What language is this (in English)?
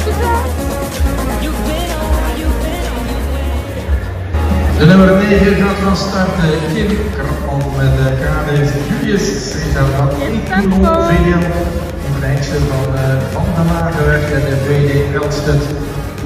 Dutch